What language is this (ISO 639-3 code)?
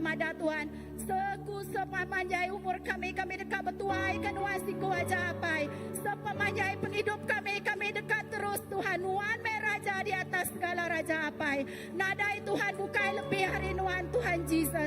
iba